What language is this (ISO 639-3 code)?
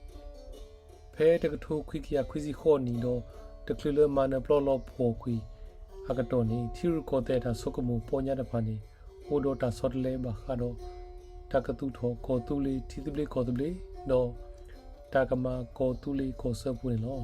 ksw